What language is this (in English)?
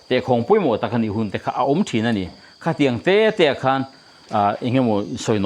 Mizo